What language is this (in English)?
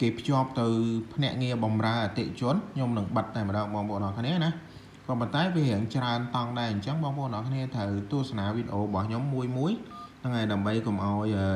Khmer